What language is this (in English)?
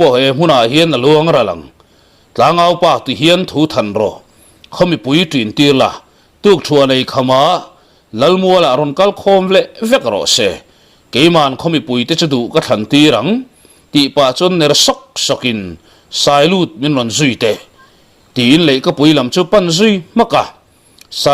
Mizo